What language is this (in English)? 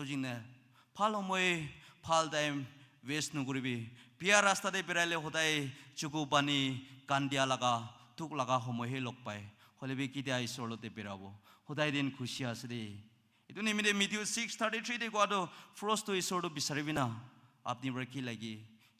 Naga Pidgin